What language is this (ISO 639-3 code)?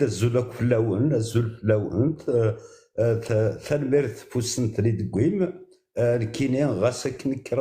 kab